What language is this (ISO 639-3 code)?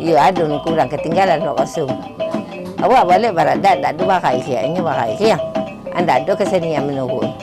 min